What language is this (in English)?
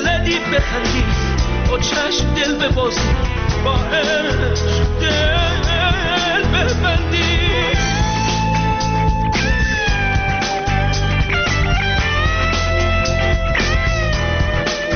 Persian